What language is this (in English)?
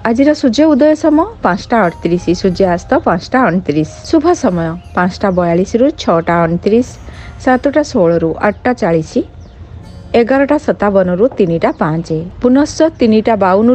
Odia